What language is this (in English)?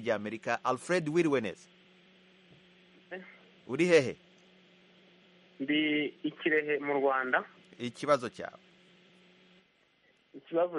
Kinyarwanda